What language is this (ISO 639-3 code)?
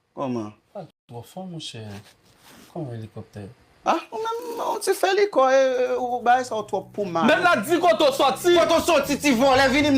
hat